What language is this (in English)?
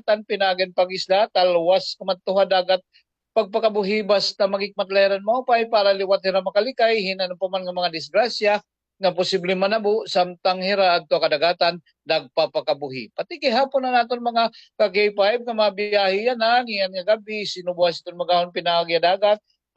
Waray